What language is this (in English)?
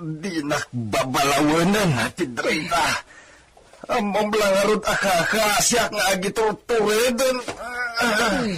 Iloko